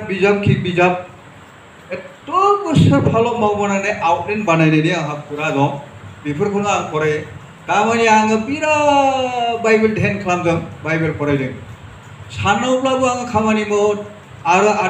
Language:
Bodo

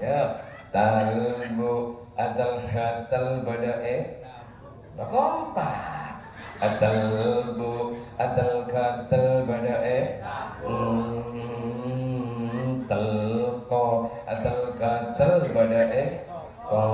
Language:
Madurese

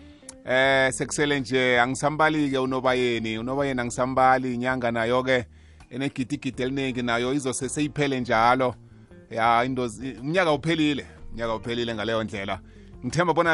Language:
South Ndebele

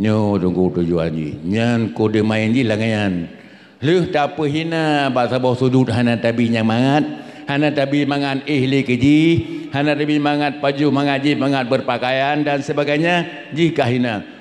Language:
Achinese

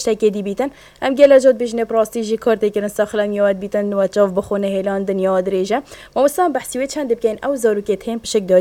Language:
Kurdish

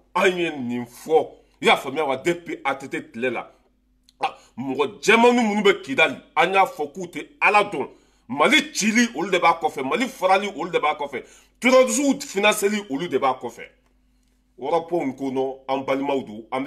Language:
Bambara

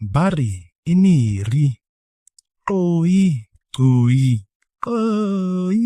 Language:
Southern Sotho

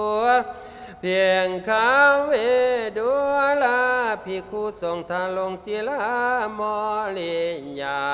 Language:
Thai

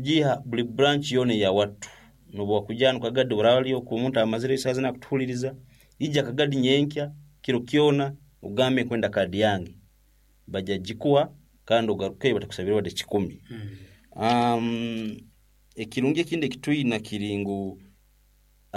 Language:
Nyoro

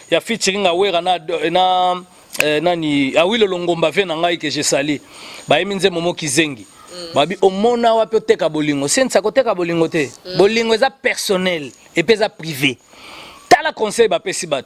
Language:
Lingala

